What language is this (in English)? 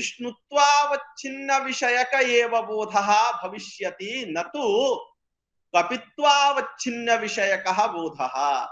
Sanskrit